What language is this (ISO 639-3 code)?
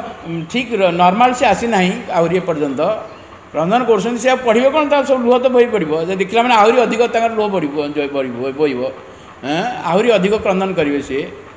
ori